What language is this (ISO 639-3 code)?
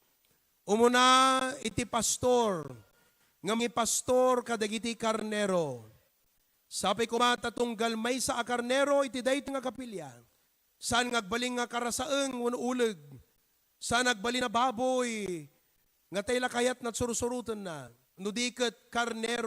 ilo